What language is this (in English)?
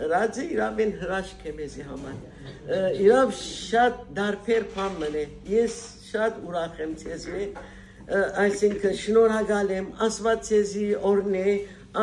Western Armenian